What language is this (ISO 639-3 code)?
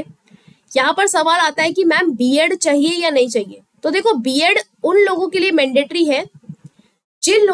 hin